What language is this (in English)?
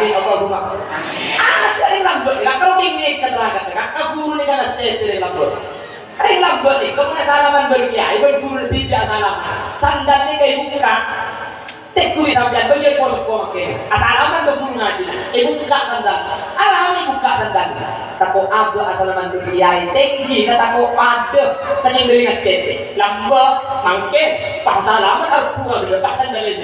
Madurese